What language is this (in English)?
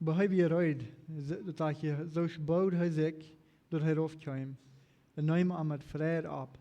Plautdietsch